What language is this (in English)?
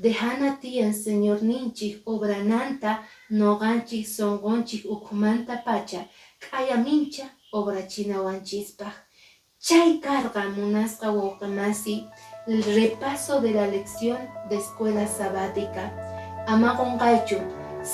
Quechua